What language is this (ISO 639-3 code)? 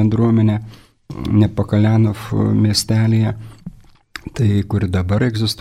lit